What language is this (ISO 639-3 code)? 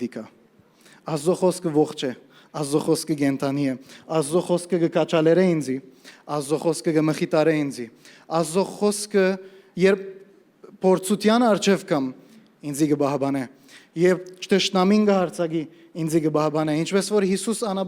hyw